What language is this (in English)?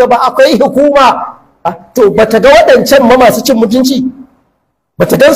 Hausa